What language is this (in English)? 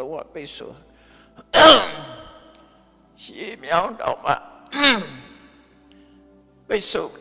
Burmese